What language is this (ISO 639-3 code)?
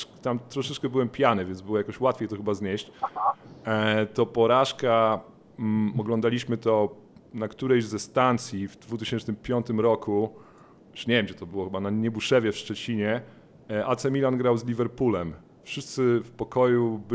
pol